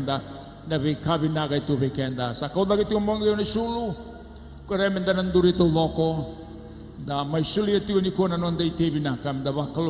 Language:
Fijian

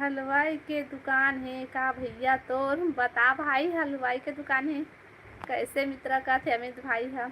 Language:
Chhattisgarhi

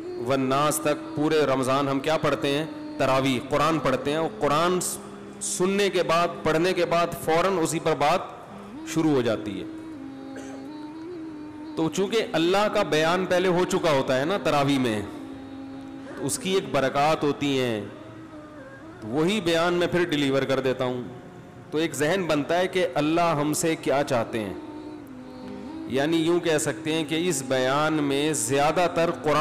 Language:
Urdu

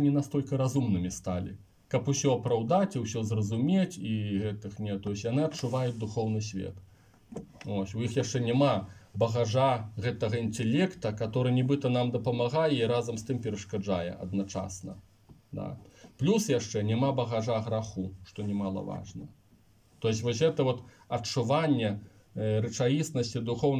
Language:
Belarusian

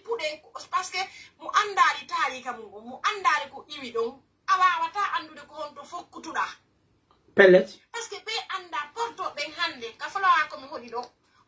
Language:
Pular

